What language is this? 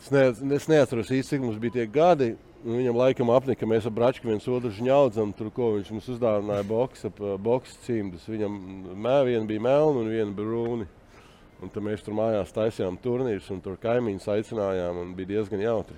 Latvian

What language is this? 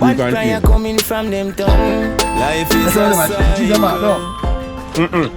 Jamaican Creole English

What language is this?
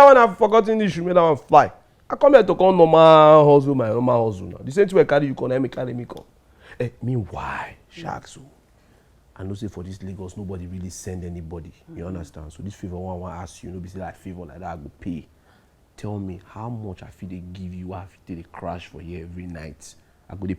Nigerian Pidgin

